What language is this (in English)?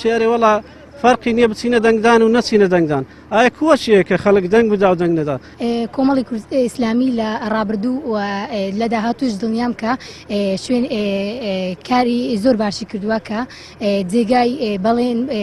Central Kurdish